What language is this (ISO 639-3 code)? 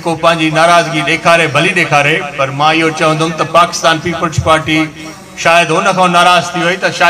snd